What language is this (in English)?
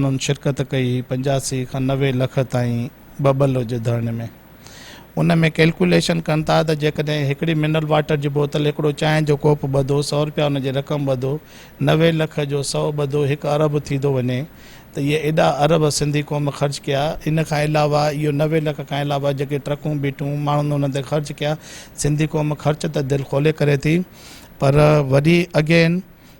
Sindhi